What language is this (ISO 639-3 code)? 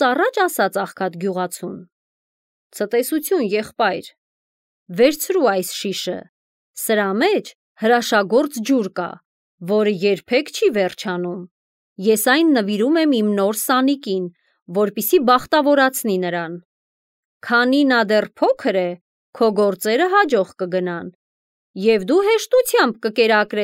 hye